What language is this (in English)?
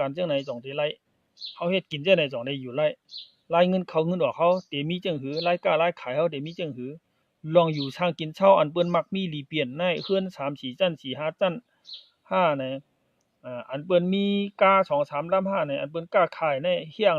Shan